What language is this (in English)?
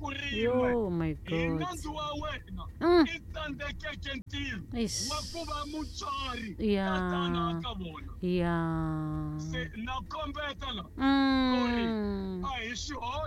Tsonga